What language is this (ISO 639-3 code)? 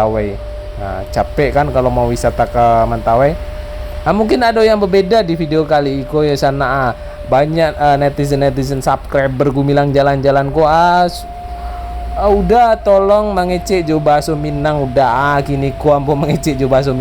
min